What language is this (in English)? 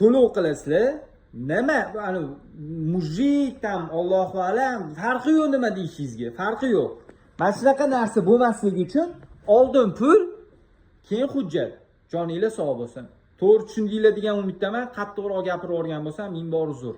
Uzbek